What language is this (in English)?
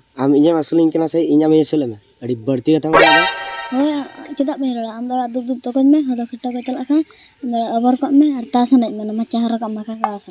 Santali